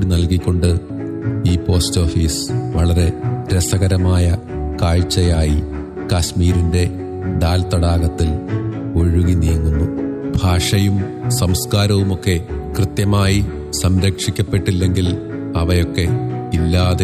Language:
Malayalam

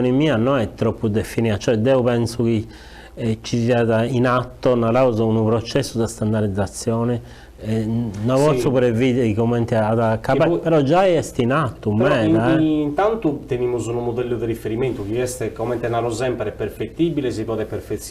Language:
Sardinian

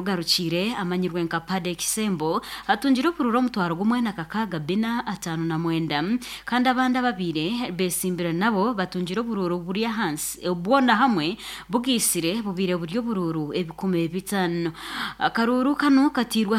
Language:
Nyankole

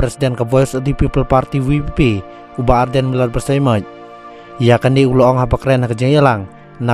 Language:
Khasi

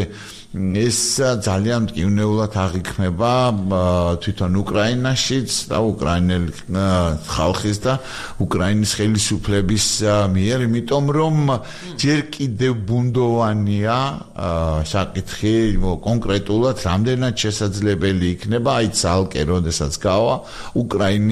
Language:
Georgian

